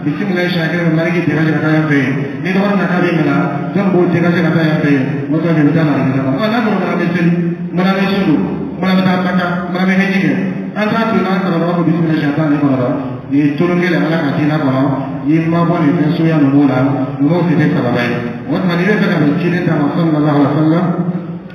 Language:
Dyula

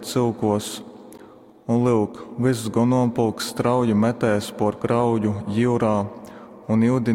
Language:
Latgalian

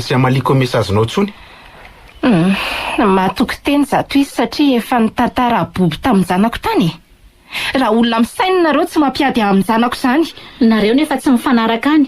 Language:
Malagasy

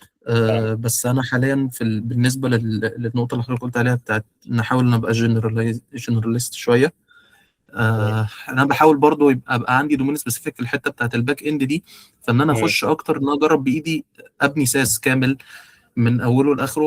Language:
Egyptian Arabic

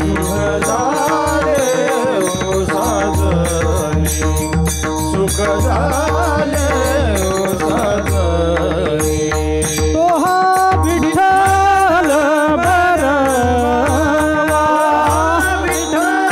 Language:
Marathi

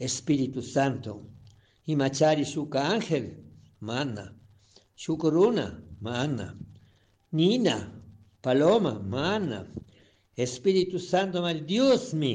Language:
Chimborazo Highland Quichua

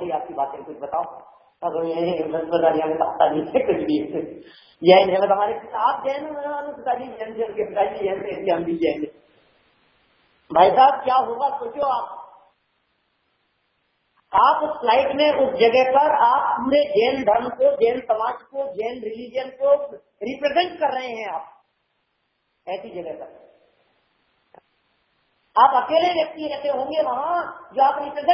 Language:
Hindi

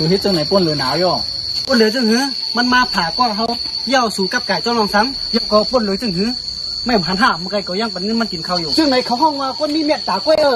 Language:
Shan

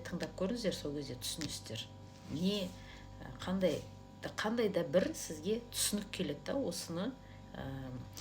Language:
Kazakh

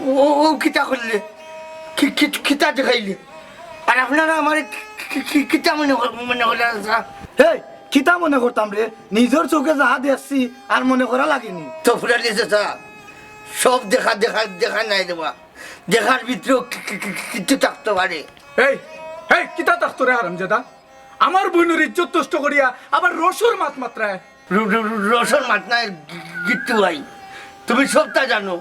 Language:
Sylheti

